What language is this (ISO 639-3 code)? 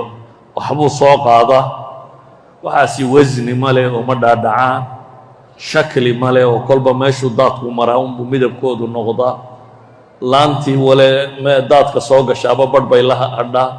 som